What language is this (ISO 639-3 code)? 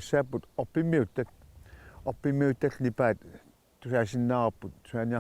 kal